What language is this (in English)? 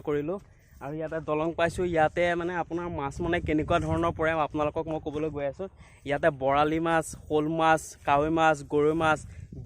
Assamese